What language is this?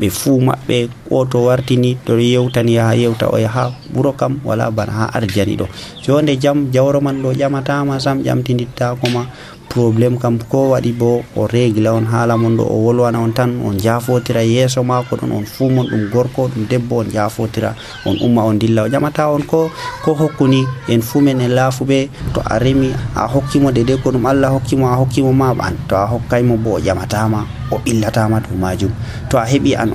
Nigerian Fulfulde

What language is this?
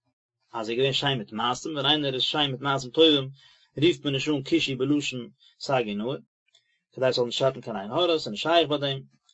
Yiddish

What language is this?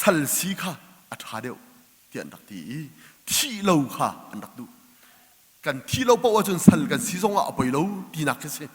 Hakha Chin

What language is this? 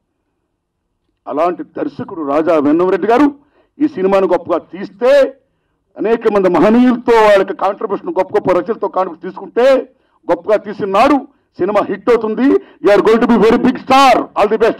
Telugu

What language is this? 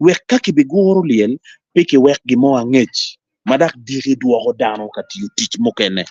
Acoli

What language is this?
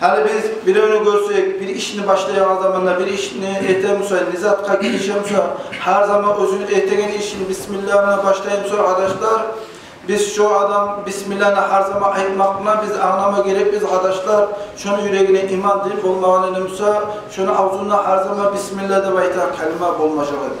Kumyk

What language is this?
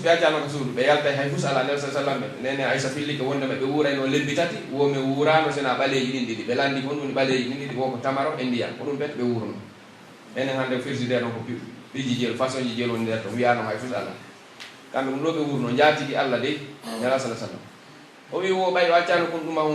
Pular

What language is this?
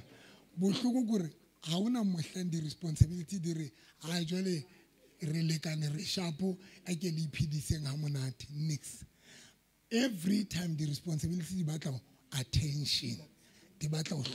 Southern Sotho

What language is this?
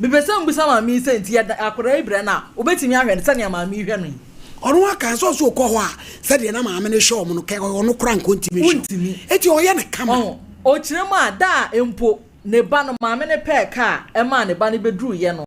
Akan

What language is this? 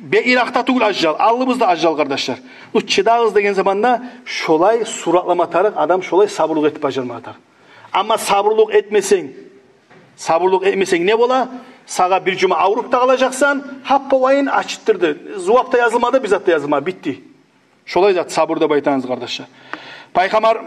Kumyk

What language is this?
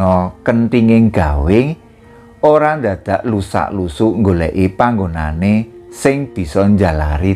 Javanese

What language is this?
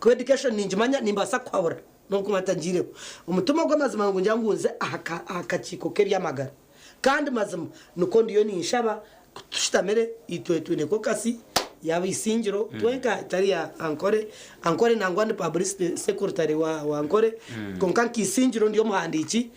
Nyankole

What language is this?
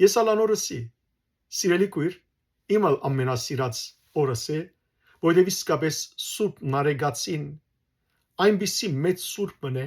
Western Armenian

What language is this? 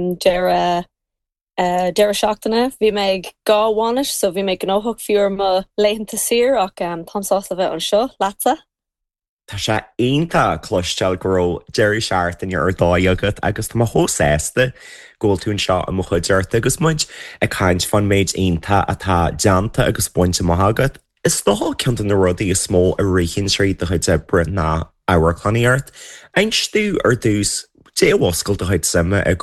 Irish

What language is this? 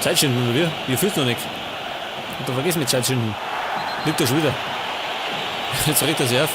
Bavarian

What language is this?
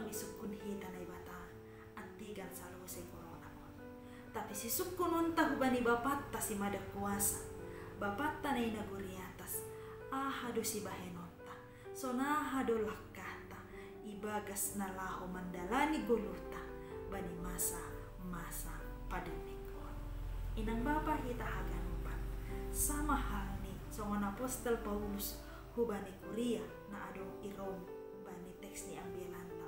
Batak Simalungun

